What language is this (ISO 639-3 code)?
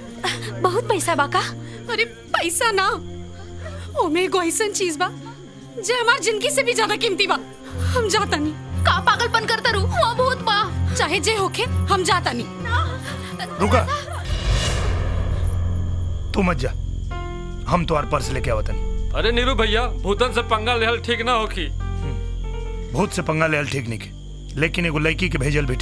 bho